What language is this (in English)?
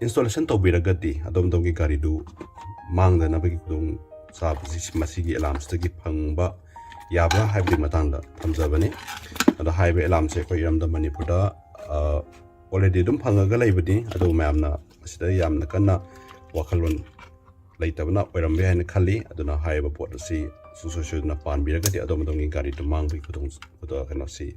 Manipuri